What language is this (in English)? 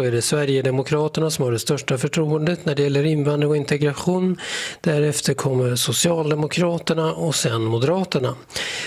Swedish